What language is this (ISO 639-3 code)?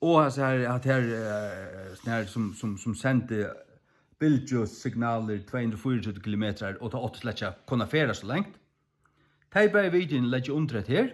fao